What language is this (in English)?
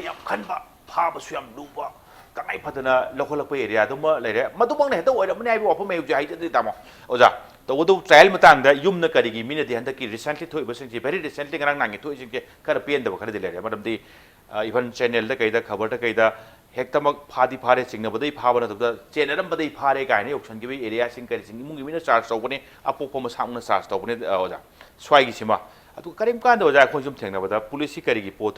Manipuri